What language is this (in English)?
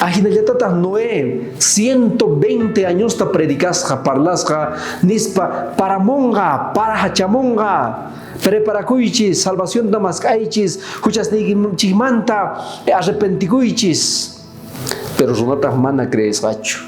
South Bolivian Quechua